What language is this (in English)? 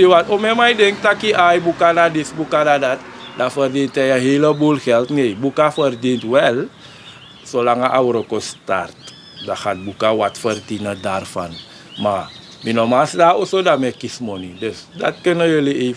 Sranan Tongo